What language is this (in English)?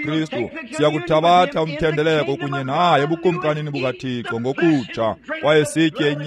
Xhosa